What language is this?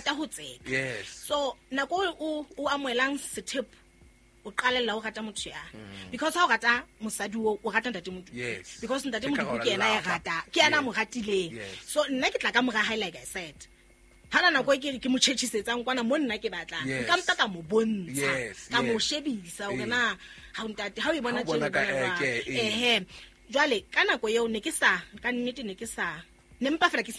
Southern Sotho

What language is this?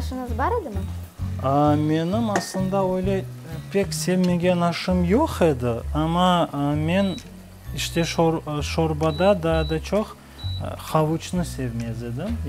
Crimean Tatar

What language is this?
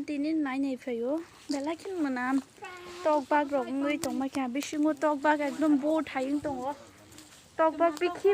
Kok Borok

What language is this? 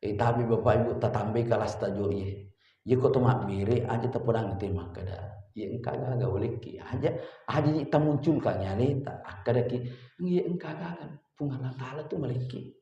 Buginese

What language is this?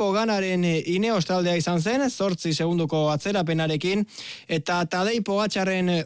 Basque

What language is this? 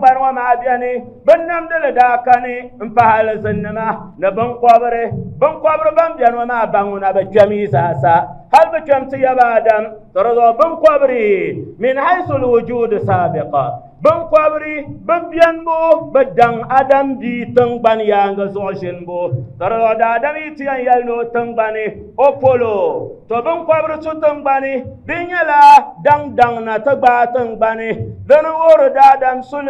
Dagbani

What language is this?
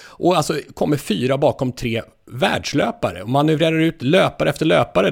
Swedish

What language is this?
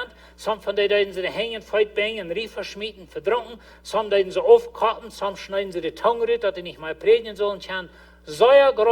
Plautdietsch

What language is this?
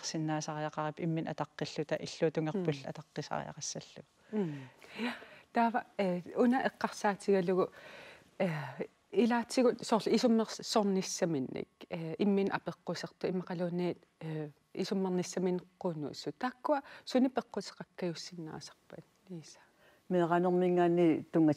Kalaallisut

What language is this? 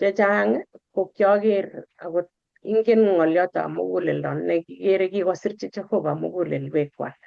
Kalenjin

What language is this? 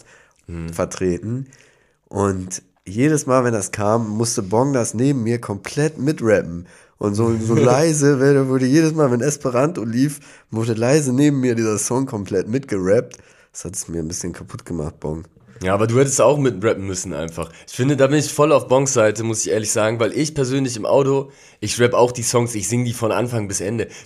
German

